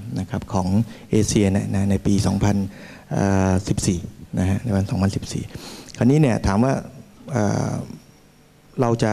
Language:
Thai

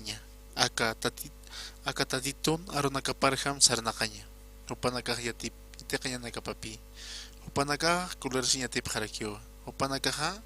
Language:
Aymara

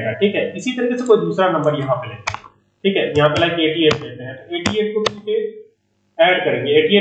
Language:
Hindi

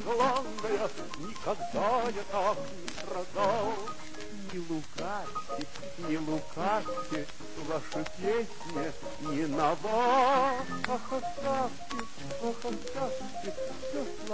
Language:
Russian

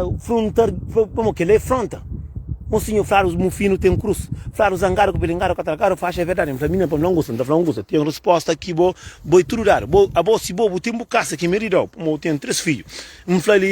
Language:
Kabuverdianu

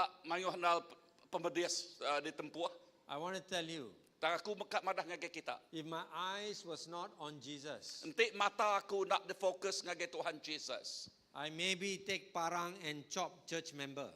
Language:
Iban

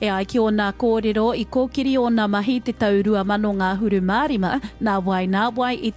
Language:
Māori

